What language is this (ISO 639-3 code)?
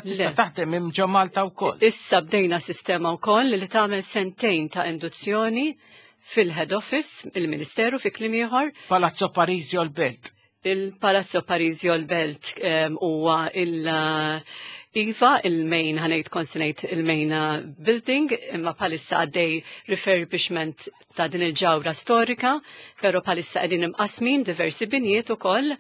mlt